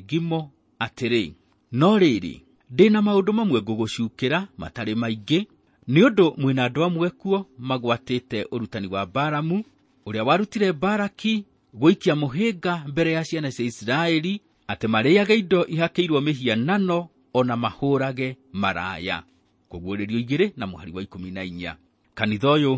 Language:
Kikuyu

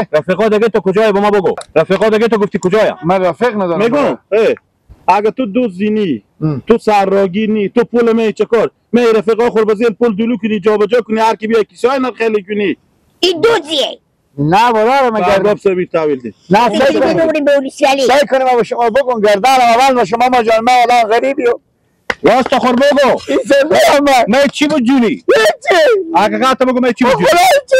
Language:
Persian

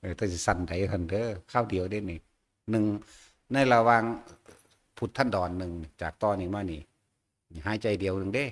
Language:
Northeastern Thai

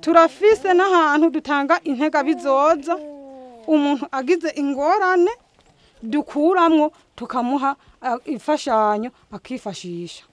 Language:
Rundi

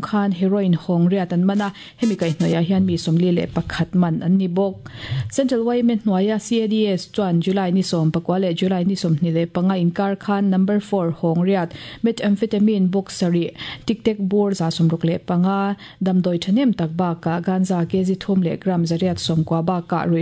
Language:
Mizo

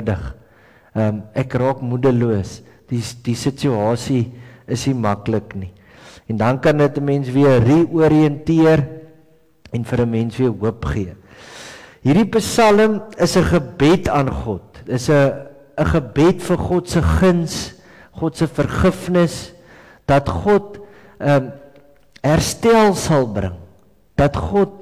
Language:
Afrikaans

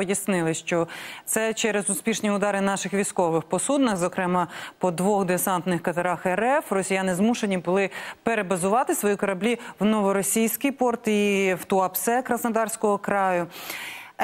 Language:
Ukrainian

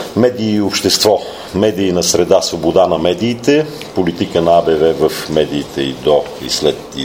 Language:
Bulgarian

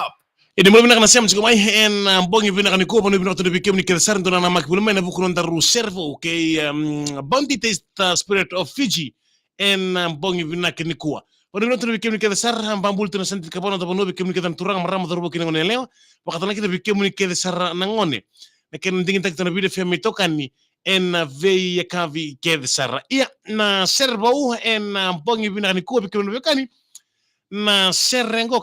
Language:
Fijian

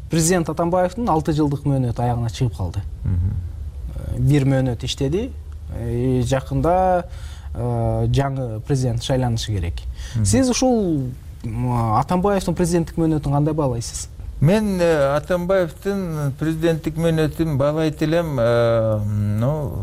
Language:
Kyrgyz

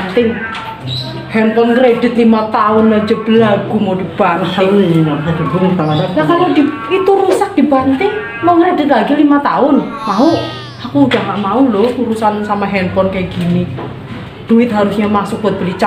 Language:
Betawi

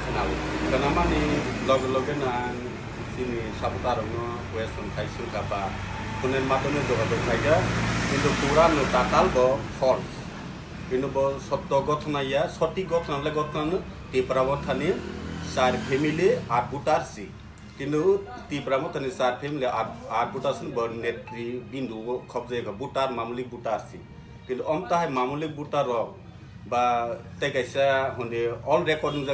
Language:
Kok Borok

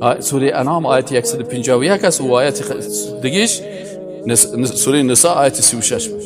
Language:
Persian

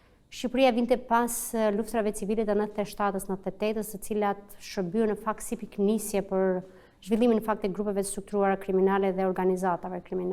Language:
Albanian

